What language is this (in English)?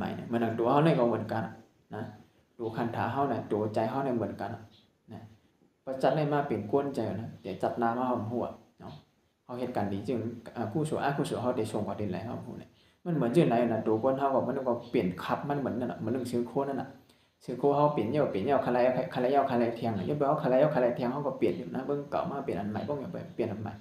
Shan